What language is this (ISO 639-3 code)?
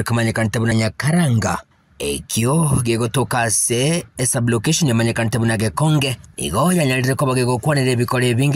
guz